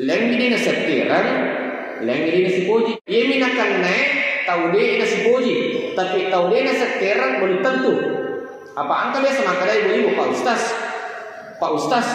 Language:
Buginese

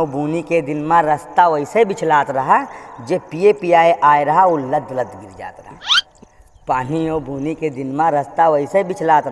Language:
Awadhi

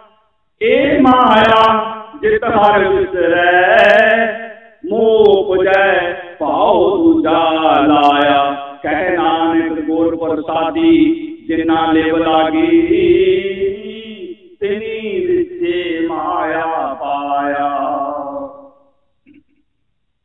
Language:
Punjabi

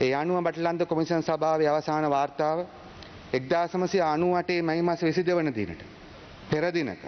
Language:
Sinhala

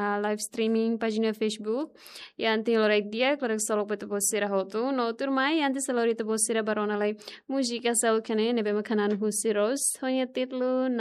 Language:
Tetum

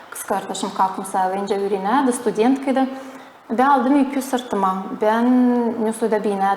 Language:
Gagauz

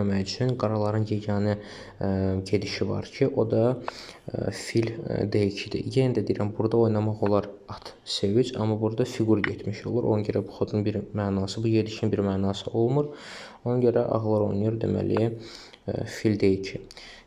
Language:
Azerbaijani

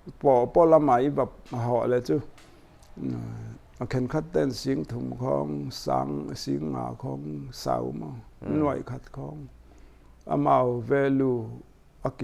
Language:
Paite Chin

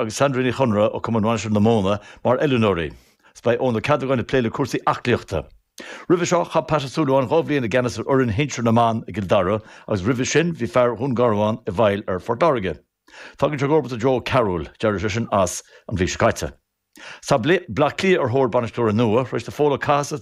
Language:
Irish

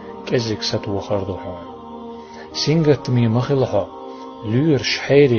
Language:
Chechen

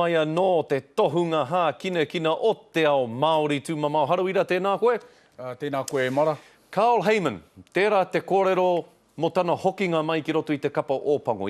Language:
Māori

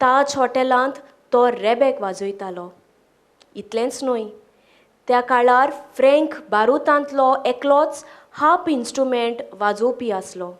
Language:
Konkani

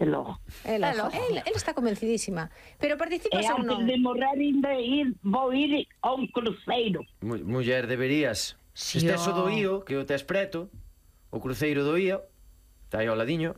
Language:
Galician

